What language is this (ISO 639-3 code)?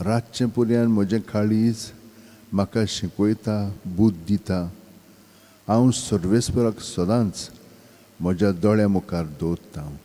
kok